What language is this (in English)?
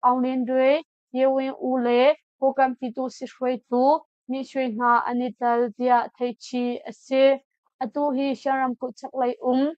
Hakha Chin